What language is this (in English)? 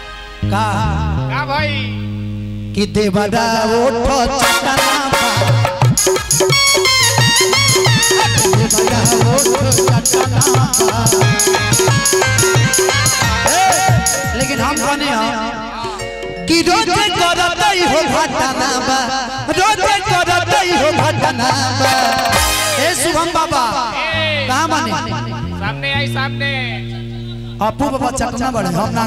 Bhojpuri